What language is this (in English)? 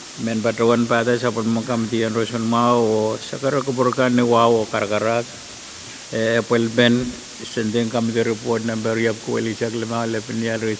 Pohnpeian